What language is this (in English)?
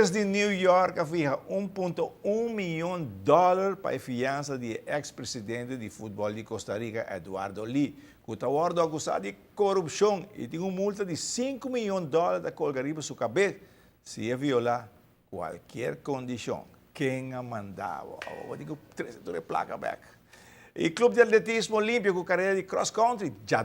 Papiamento